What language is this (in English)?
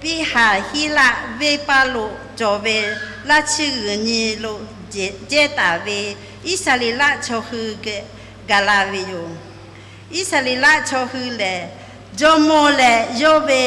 Lahu